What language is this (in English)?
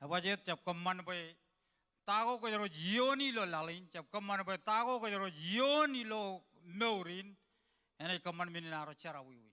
Marshallese